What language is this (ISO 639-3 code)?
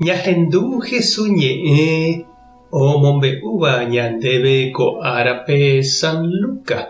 grn